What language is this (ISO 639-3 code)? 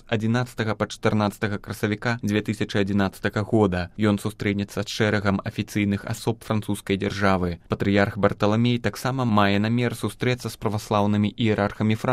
bel